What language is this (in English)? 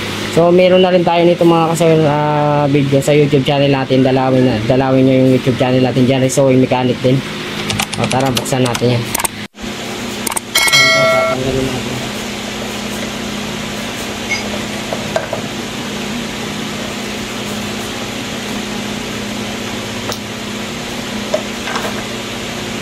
Filipino